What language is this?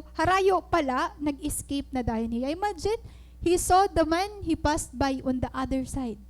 Waray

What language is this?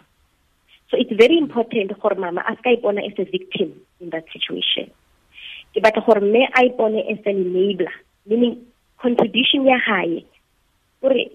Tswana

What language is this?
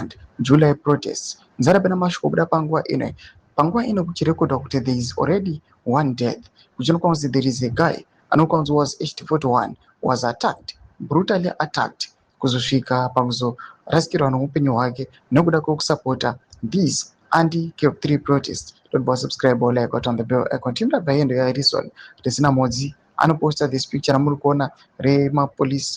Shona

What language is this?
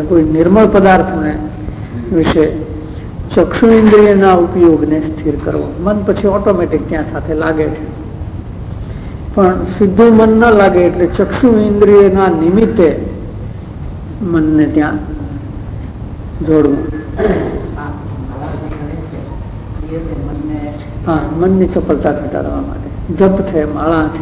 Gujarati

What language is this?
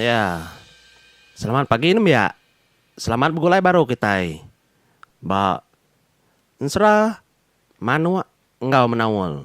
Iban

